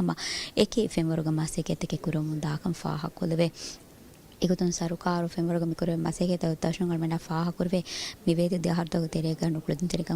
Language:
Divehi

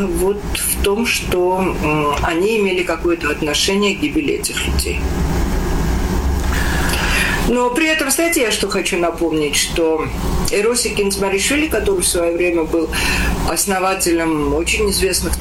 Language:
Russian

